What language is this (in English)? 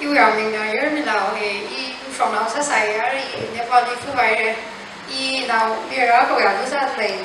Tangkhul Naga (India)